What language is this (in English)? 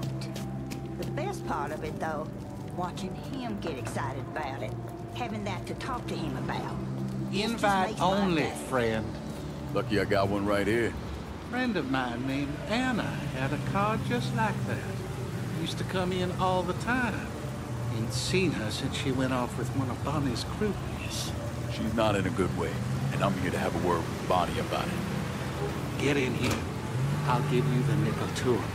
English